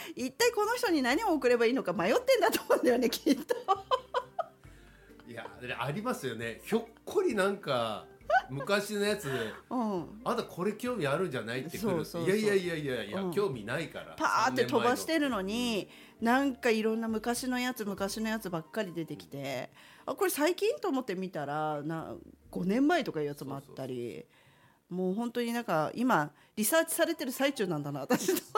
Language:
Japanese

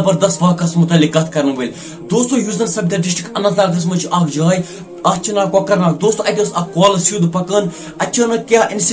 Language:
Kashmiri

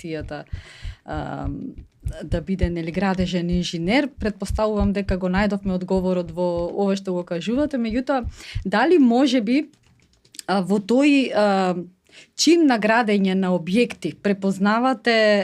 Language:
Macedonian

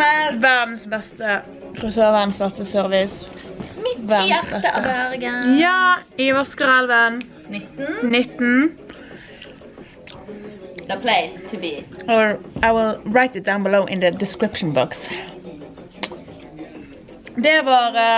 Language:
Norwegian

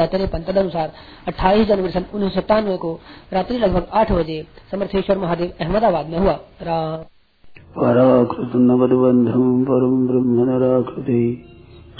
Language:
Hindi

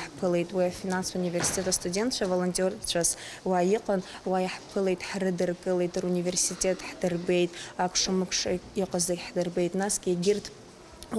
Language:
Abkhazian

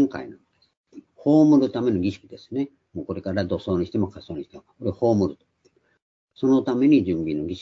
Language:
Japanese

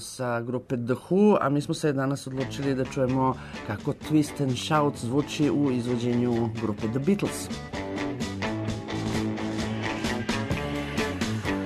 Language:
Serbian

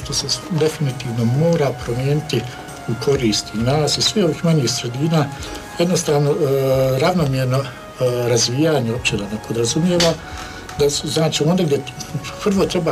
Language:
Croatian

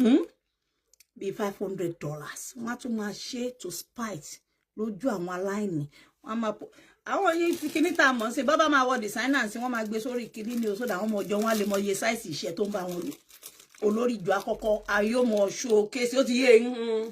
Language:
Yoruba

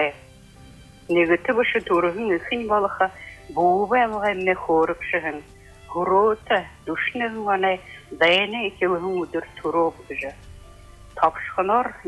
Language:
Buriat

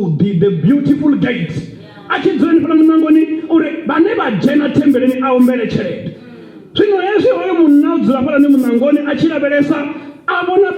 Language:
Venda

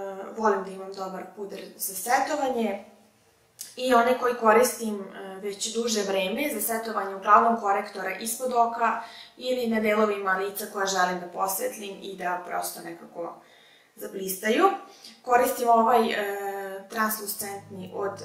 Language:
Serbian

